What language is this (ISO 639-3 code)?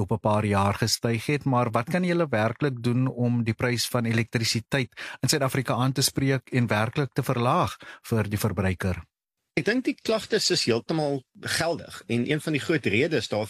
afr